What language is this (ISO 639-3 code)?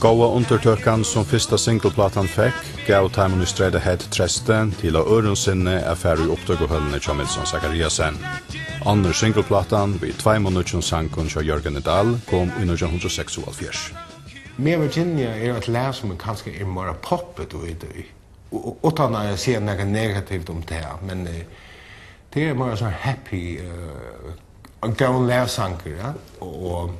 fao